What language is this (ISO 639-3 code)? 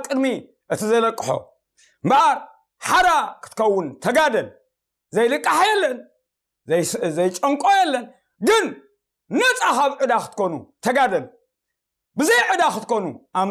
tir